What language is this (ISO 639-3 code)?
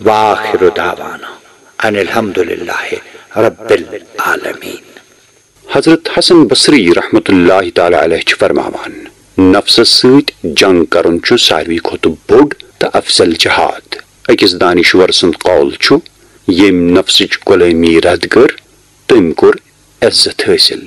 kas